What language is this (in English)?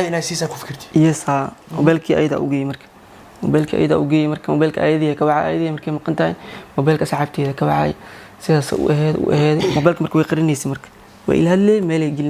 Somali